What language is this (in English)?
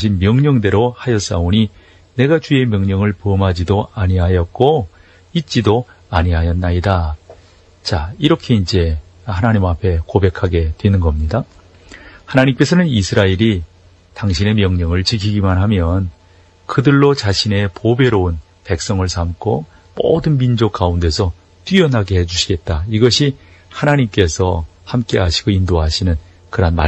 Korean